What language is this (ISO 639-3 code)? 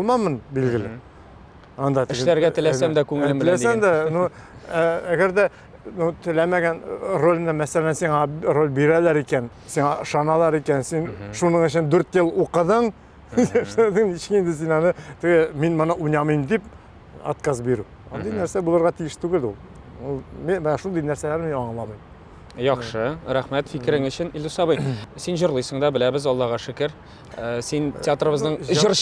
tat